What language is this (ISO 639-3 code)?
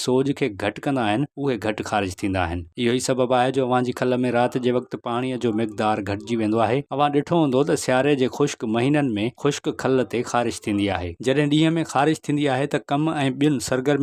snd